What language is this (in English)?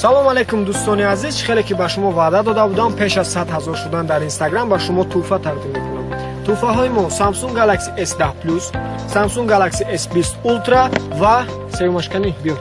Tajik